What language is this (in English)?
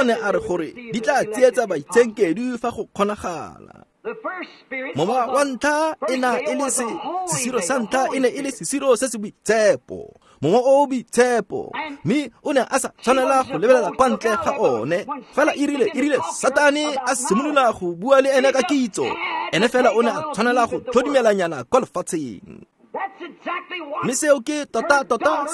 Tswana